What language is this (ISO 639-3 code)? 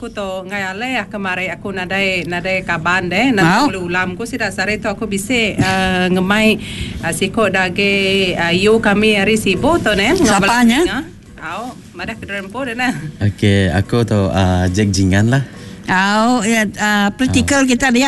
iba